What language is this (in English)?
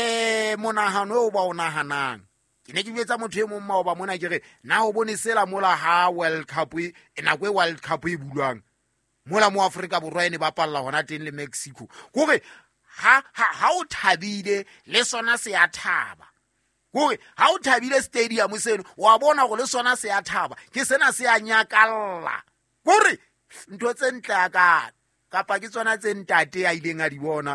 Southern Sotho